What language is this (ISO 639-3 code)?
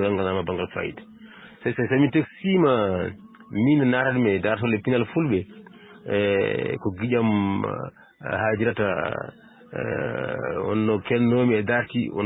ful